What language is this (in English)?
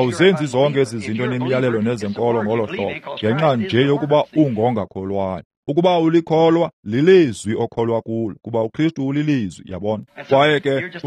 Xhosa